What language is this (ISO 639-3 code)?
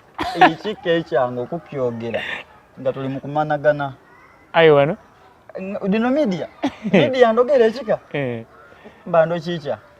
xog